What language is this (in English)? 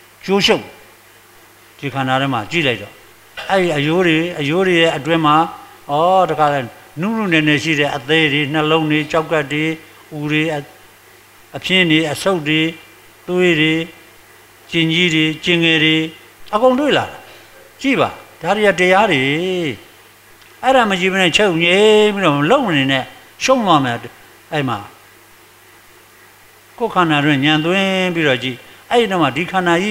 Burmese